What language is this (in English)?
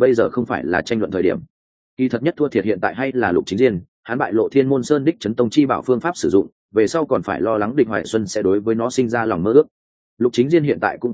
Vietnamese